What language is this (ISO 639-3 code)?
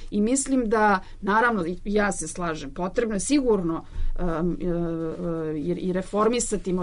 srp